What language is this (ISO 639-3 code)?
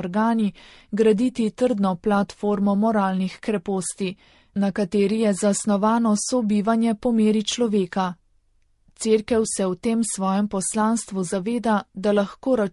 slv